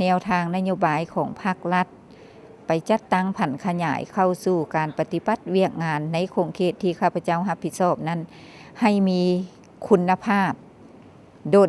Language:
Lao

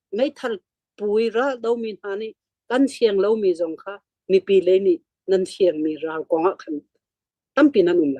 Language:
Hakha Chin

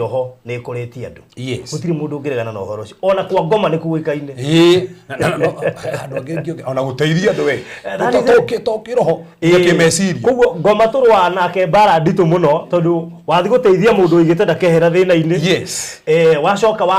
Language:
Kikuyu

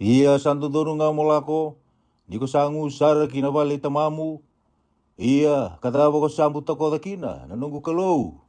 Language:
Fijian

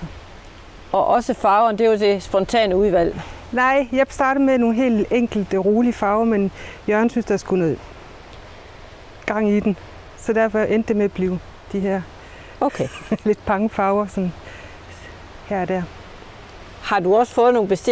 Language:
Danish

